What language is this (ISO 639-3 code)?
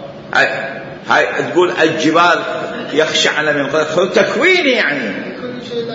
acm